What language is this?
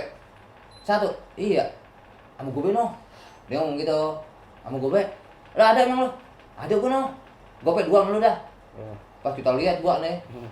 Betawi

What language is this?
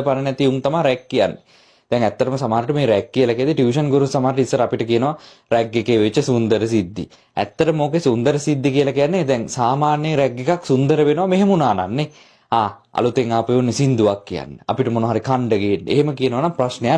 Sinhala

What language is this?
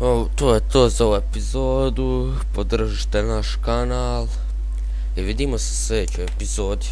Bosnian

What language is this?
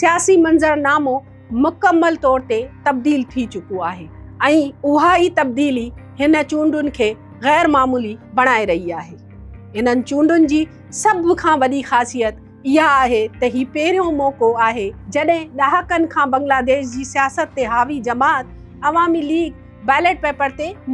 Sindhi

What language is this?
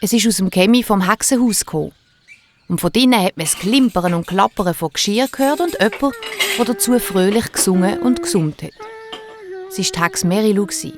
Swiss German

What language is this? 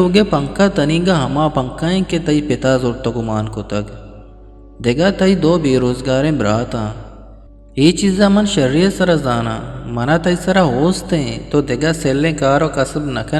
Eastern Balochi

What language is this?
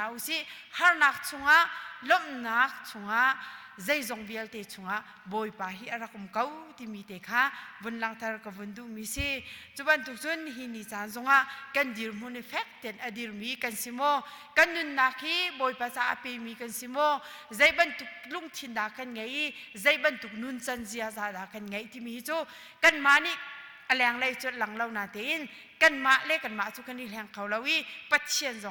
Hakha Chin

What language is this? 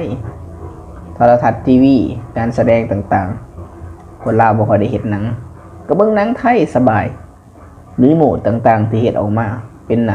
Lao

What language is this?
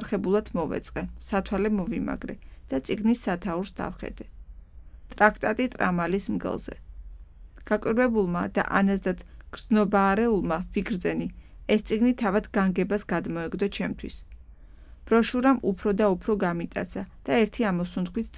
Georgian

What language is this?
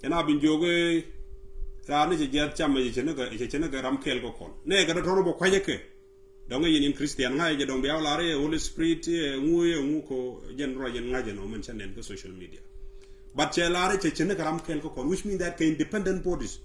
Nuer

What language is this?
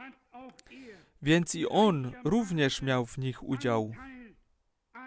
Polish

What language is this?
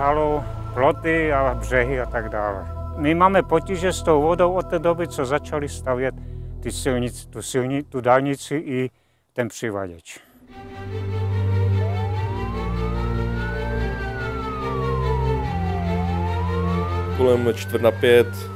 Czech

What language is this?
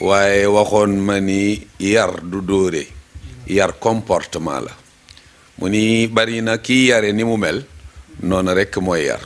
Wolof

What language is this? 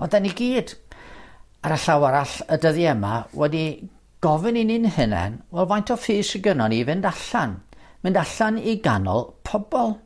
Welsh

